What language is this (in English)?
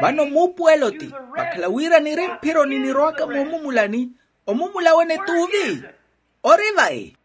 Makhuwa